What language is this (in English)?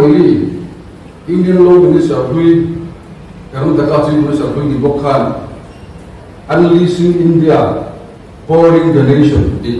Mizo